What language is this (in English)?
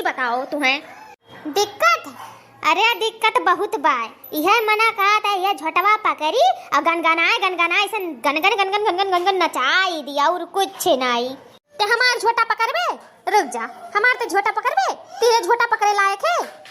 Awadhi